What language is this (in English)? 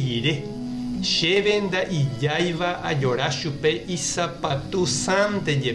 Guarani